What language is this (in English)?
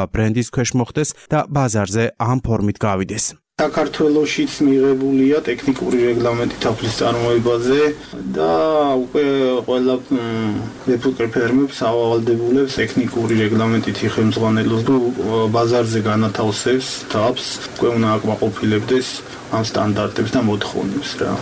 Georgian